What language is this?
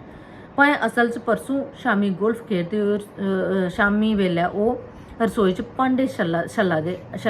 Dogri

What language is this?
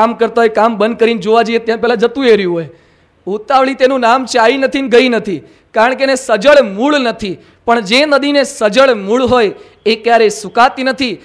Gujarati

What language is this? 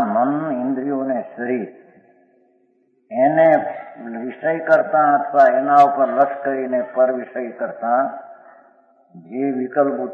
Gujarati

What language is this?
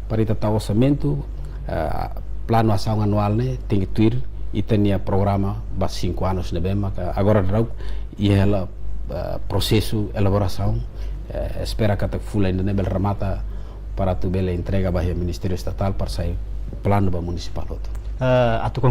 Tetum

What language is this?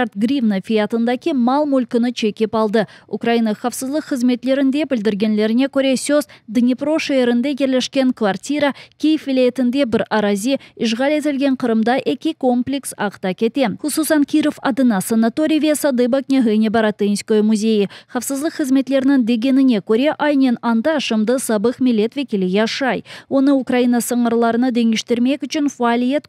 Crimean Tatar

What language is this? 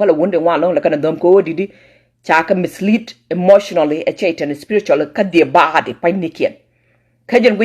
Nuer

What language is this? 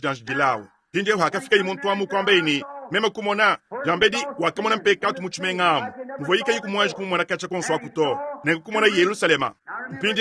Luba-Lulua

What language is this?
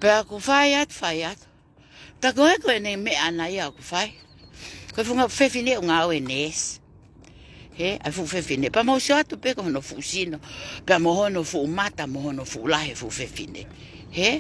Tongan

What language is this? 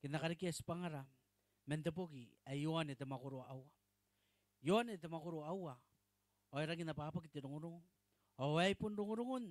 Gilbertese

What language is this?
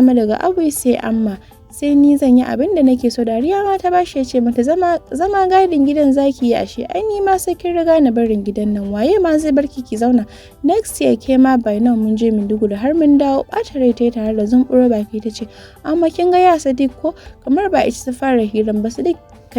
Hausa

